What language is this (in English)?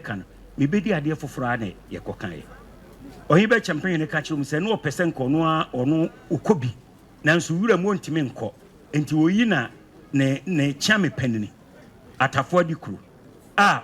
Akan